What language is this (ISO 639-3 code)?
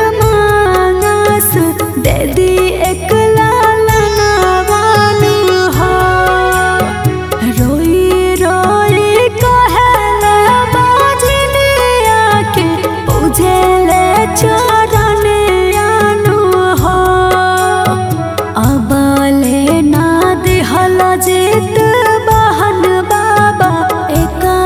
bho